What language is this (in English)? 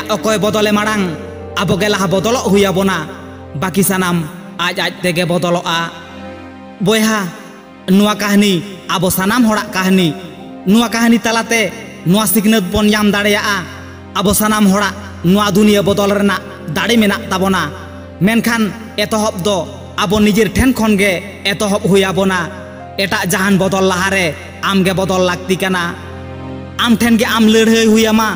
Santali